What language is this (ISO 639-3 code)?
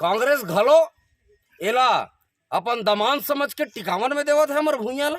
hne